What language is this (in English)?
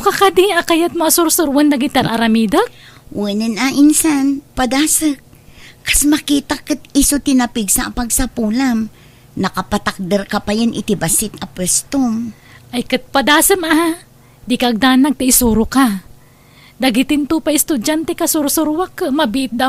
Iloko